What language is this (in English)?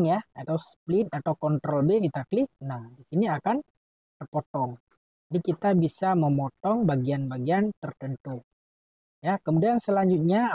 Indonesian